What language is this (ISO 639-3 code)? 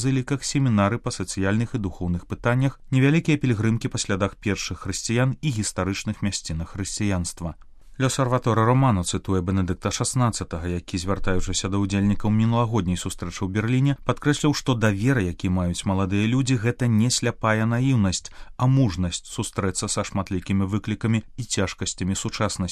bel